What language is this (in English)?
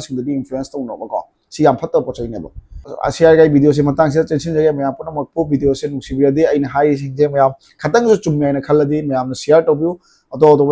Manipuri